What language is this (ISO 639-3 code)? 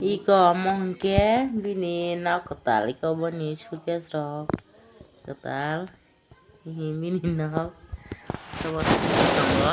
trp